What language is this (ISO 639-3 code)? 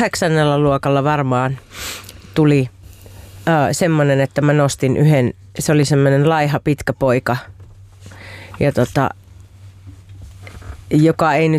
fin